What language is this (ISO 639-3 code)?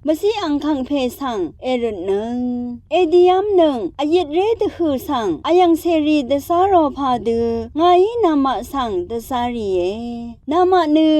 raw